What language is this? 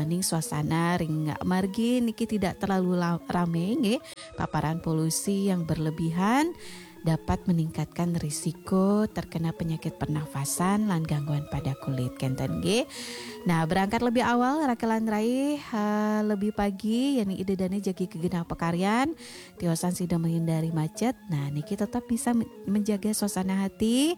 Balinese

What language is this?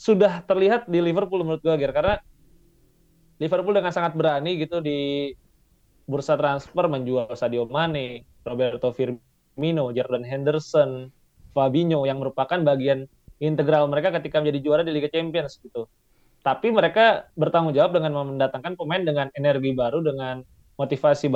Indonesian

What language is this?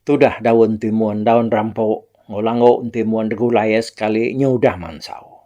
Iban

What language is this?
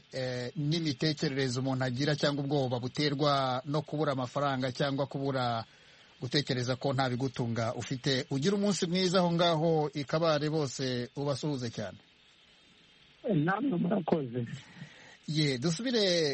Kinyarwanda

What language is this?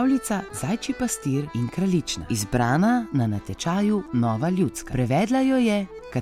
Slovenian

